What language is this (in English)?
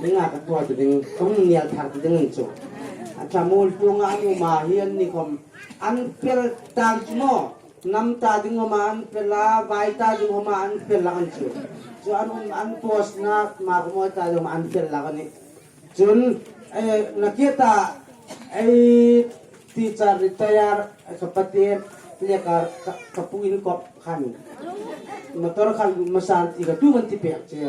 Hmar